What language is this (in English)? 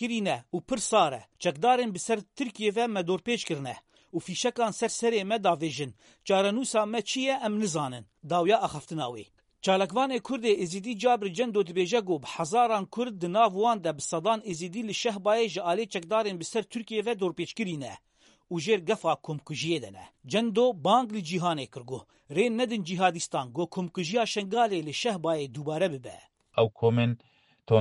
Kurdish